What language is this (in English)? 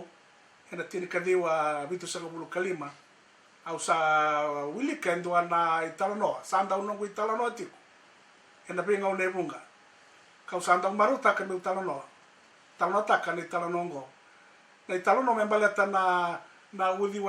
Fijian